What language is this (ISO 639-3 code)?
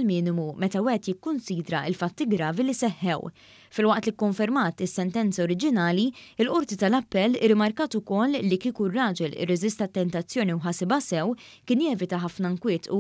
mlt